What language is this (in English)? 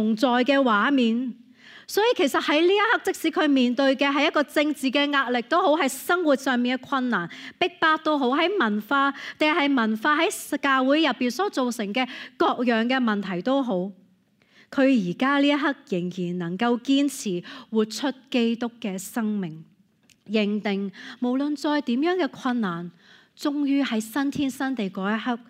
Cantonese